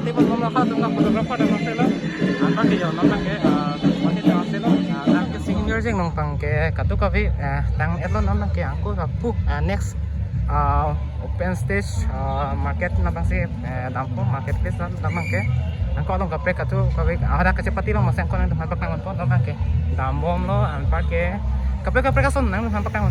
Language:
Karbi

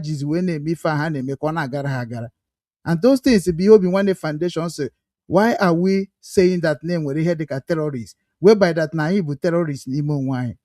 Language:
Igbo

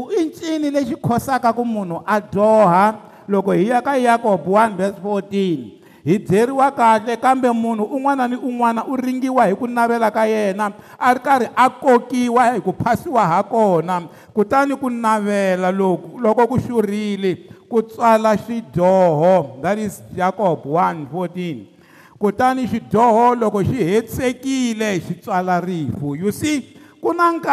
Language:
Tsonga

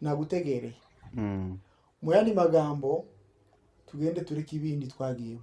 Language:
Kinyarwanda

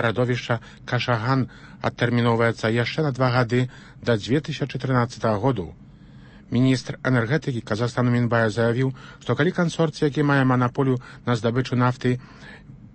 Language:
Belarusian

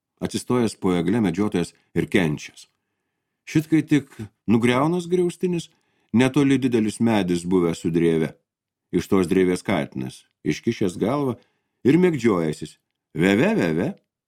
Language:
Lithuanian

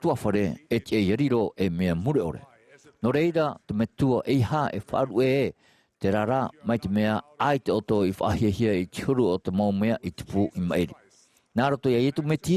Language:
Tahitian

